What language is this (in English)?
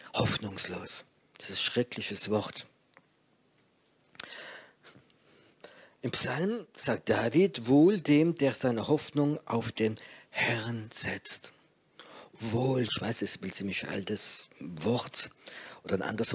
German